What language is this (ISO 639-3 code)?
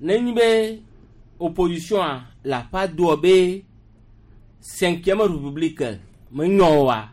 gej